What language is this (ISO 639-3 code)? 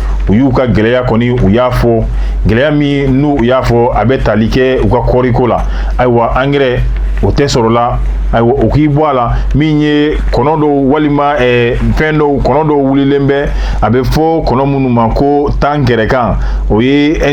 bam